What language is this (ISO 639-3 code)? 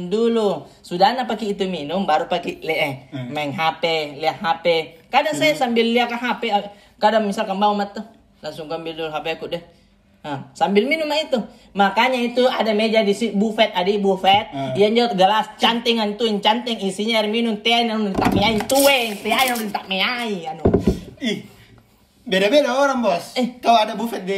mfp